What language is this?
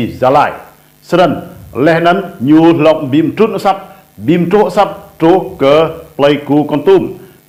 Rade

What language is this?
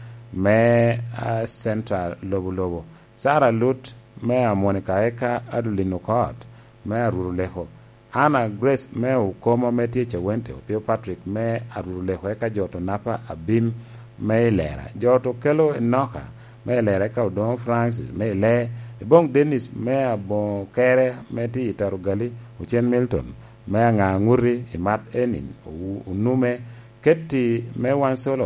Lango (Uganda)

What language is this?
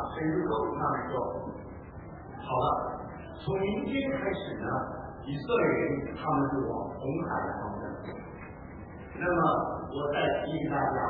Chinese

